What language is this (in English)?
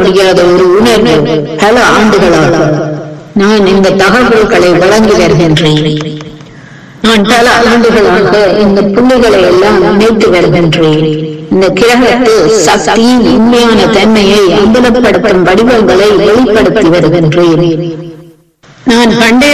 Tamil